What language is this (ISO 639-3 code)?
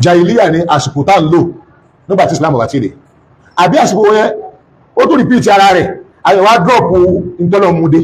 yor